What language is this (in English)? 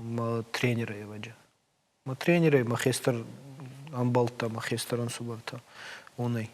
Ossetic